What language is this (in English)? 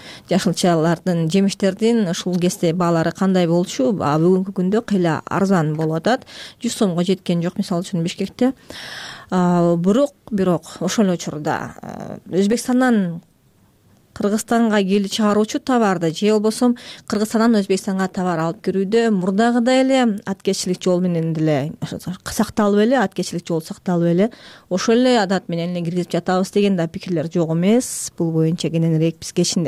Kyrgyz